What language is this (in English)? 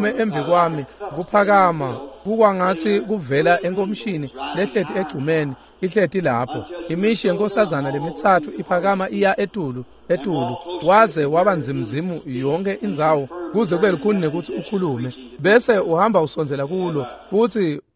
Swati